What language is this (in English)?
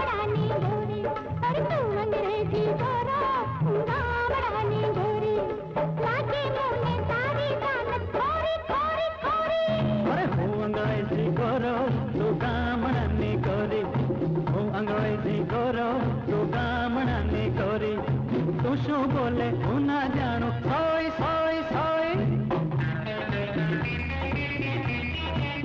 Gujarati